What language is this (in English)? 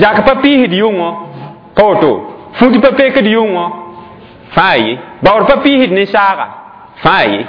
Mossi